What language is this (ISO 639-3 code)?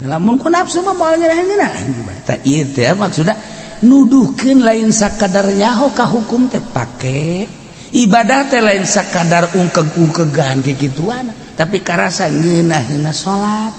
sun